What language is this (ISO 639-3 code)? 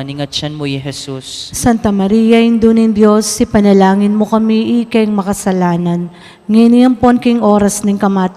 pam